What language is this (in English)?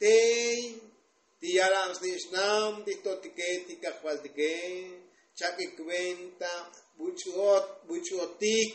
Tzotzil